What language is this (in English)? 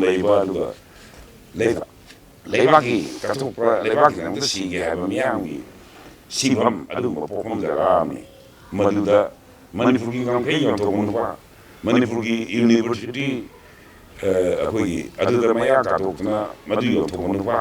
Manipuri